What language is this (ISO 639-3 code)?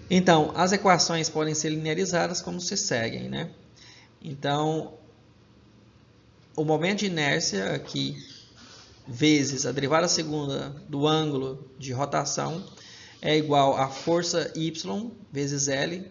por